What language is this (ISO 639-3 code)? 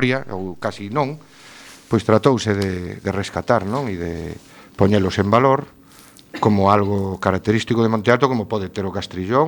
glg